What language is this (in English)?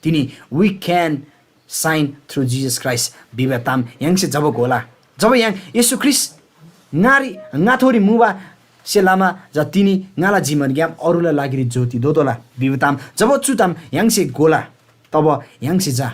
Eastern Tamang